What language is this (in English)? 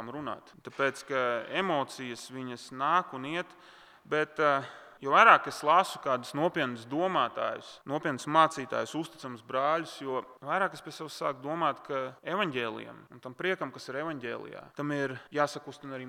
Latvian